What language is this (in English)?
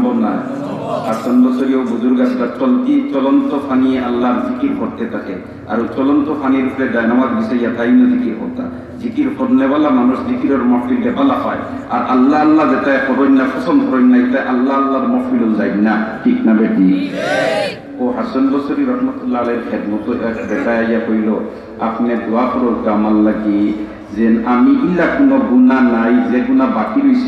Sylheti